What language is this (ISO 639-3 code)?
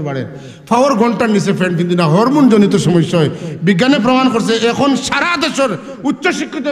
syl